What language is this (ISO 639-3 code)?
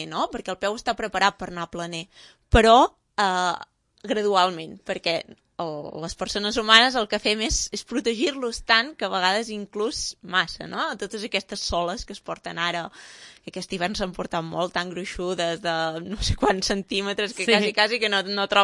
cat